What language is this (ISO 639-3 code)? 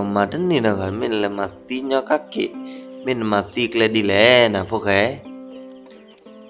ksw